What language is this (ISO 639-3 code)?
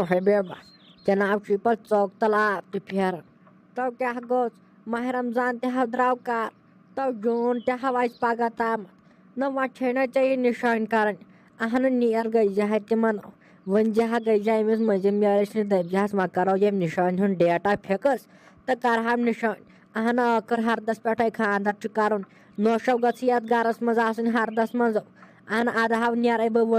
kas